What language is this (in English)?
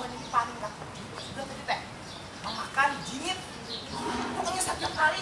Banjar